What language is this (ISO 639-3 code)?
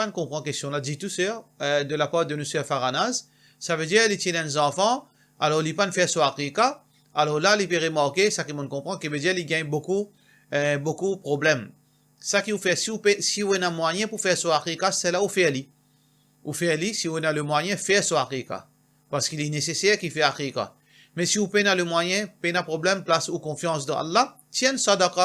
mfe